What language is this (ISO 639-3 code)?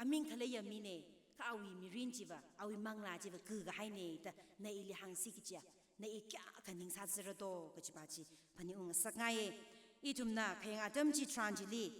nmf